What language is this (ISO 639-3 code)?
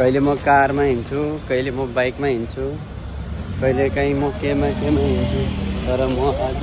nep